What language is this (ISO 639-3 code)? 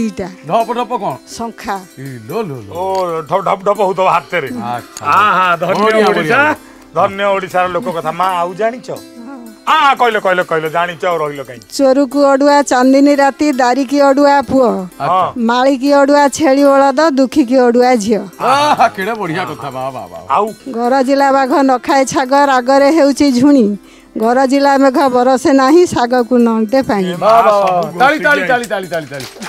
ori